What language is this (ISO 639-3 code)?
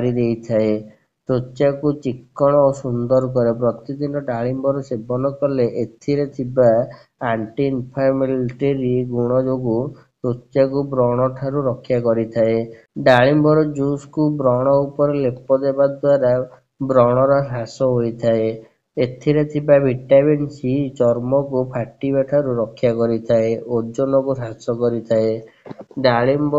ori